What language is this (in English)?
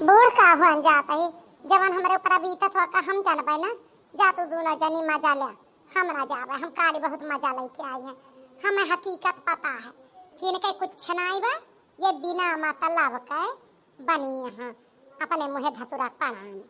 Awadhi